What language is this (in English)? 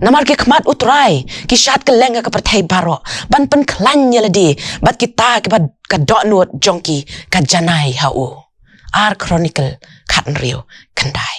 Khasi